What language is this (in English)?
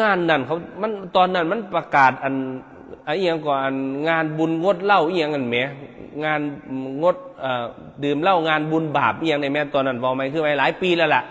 Northeastern Thai